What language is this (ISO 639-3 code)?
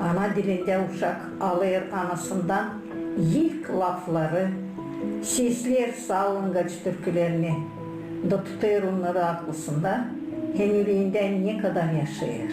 gag